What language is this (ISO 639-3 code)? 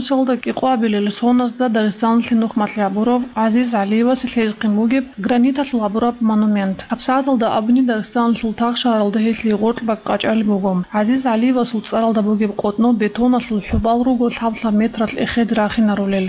ava